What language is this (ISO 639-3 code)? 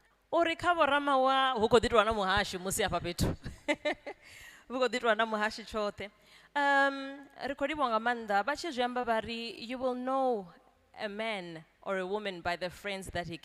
ven